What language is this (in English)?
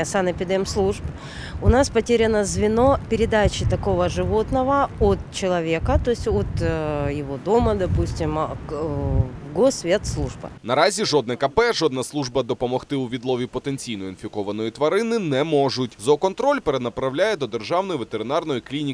Ukrainian